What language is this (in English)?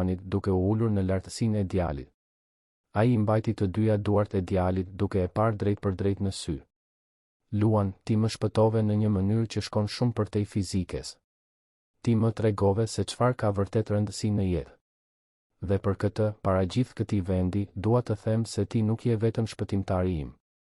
Albanian